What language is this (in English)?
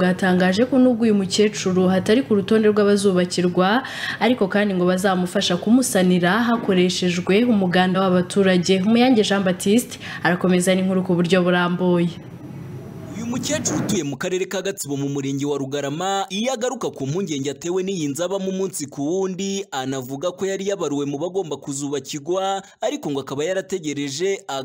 Kinyarwanda